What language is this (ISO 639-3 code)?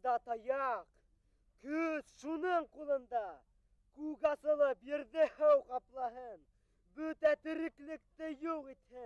bak